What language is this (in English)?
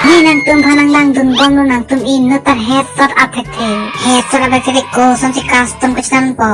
Karbi